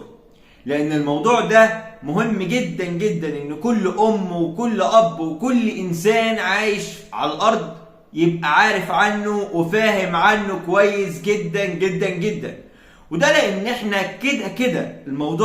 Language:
Egyptian Arabic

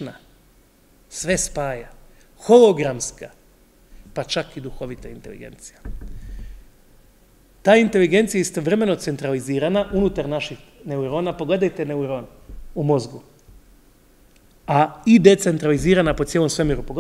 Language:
Croatian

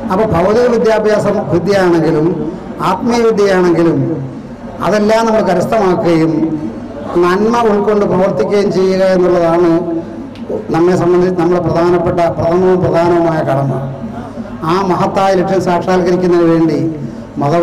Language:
Malayalam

